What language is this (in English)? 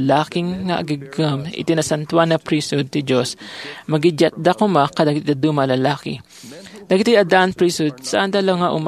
Iloko